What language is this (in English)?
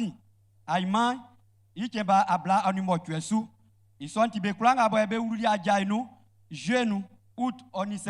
Baoulé